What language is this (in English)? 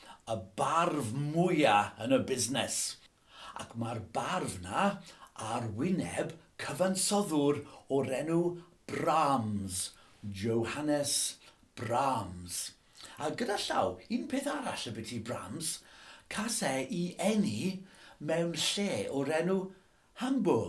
Welsh